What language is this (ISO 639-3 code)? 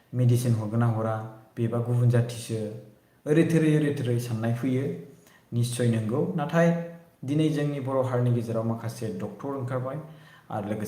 brx